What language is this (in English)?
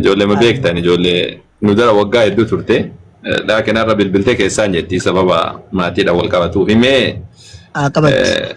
Oromo